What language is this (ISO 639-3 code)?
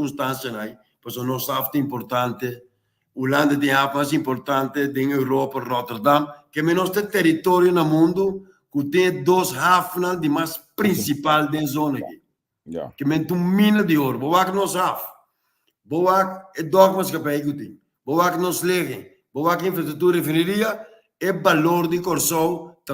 pap